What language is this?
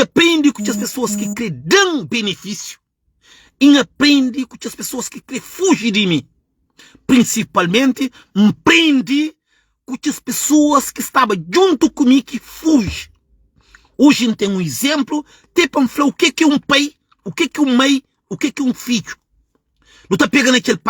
Kabuverdianu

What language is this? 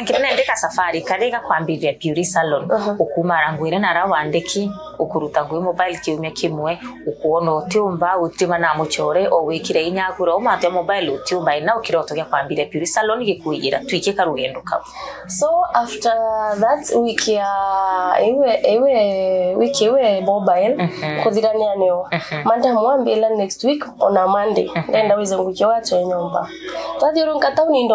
Meru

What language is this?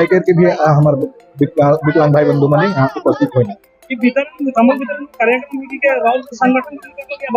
Sadri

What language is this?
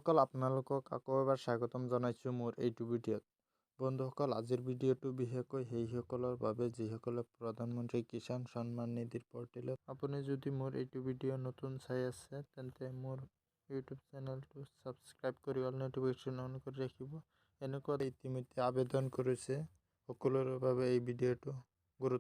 Assamese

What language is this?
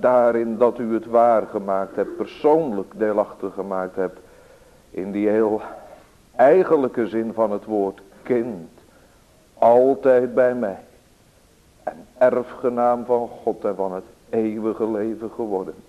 Dutch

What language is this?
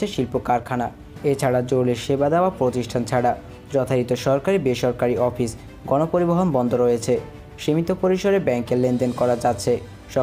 Bangla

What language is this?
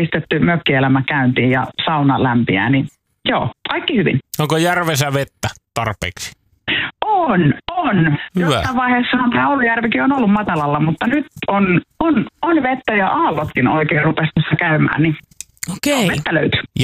Finnish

